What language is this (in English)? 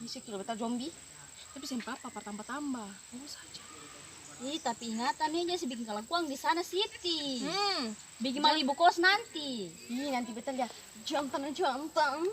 Ambonese Malay